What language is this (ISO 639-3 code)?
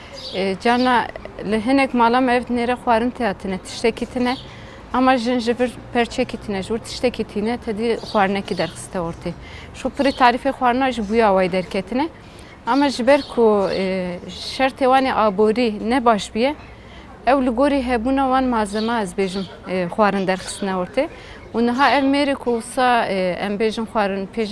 kur